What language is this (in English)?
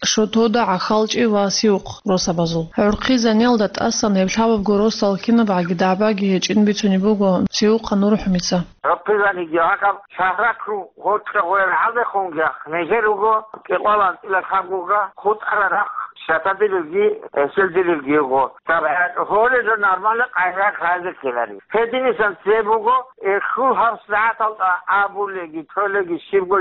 Avaric